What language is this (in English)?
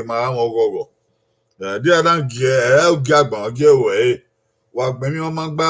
Bini